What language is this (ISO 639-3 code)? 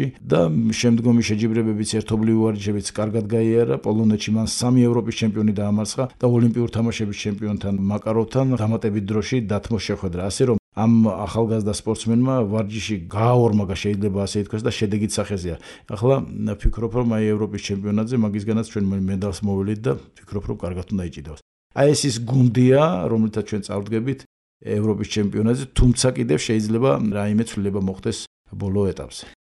kat